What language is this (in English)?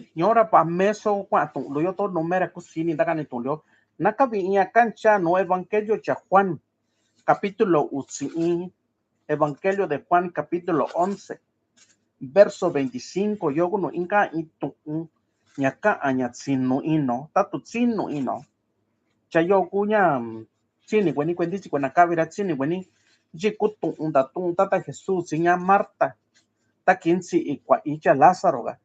Mixtepec Mixtec